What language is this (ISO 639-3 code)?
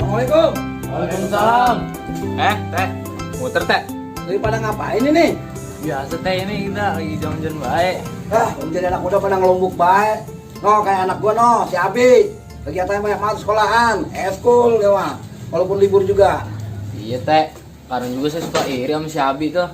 bew